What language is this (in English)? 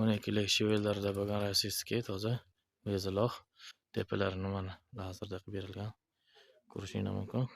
Uzbek